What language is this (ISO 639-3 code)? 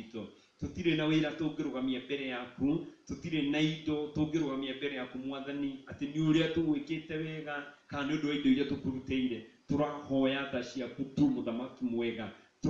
kik